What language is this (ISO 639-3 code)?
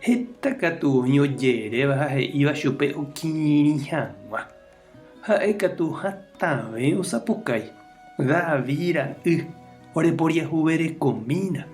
grn